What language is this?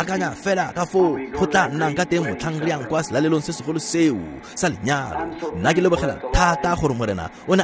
Tswana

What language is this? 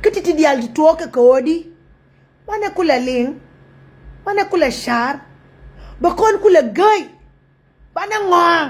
Nuer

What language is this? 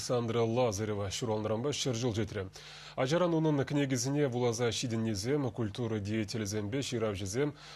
Chuvash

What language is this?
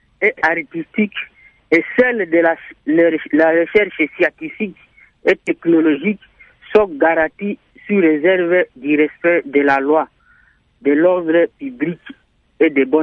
French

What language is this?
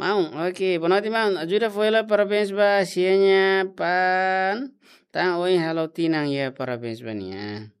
Tetum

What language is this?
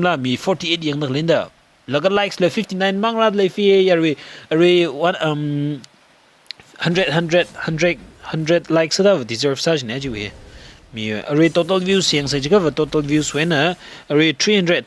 Tangkhul Naga (India)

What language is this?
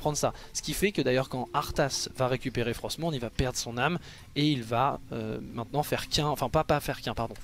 French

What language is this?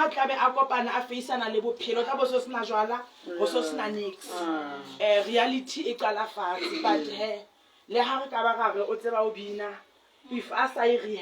Southern Sotho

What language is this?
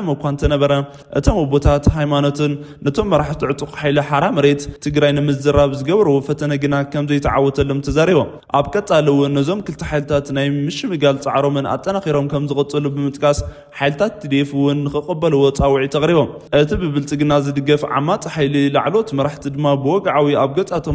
Tigrinya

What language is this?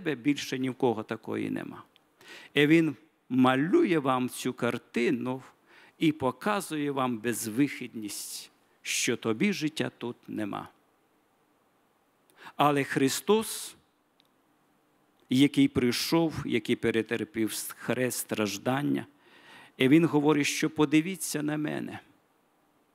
Ukrainian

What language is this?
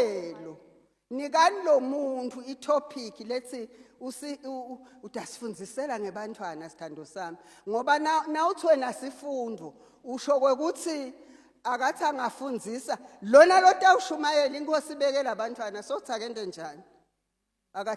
Zulu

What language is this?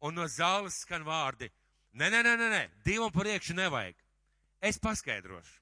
Latvian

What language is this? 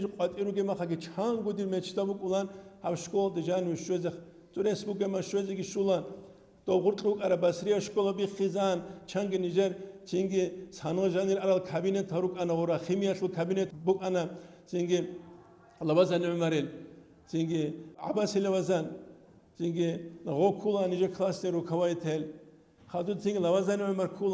Avaric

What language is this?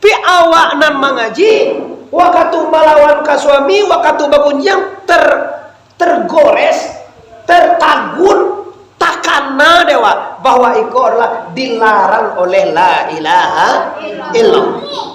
Minangkabau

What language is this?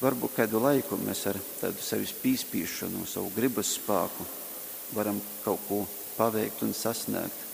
Latgalian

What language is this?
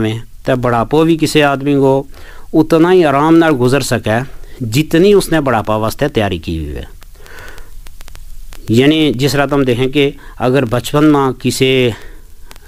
Gujari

